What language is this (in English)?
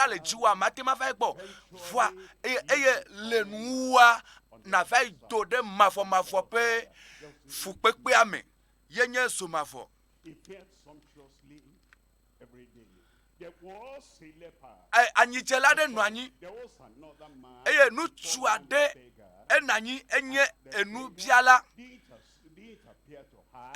Ewe